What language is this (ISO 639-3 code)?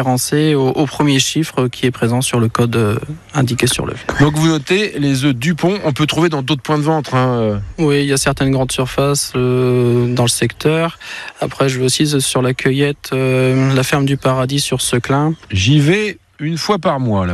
fra